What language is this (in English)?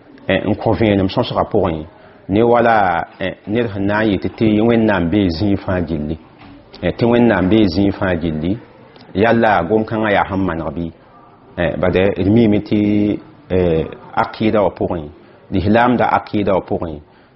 Mossi